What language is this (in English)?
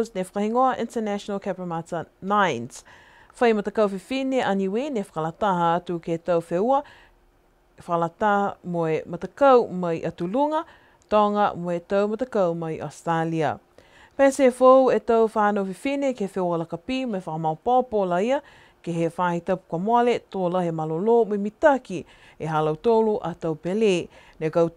Niuean